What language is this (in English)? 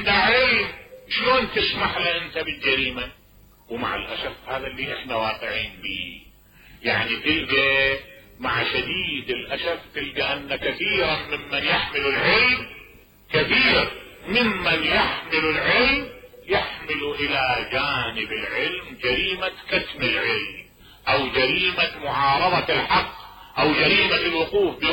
Mesopotamian Arabic